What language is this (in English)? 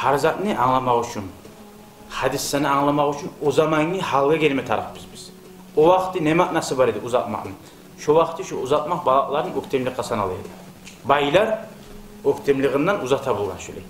Kumyk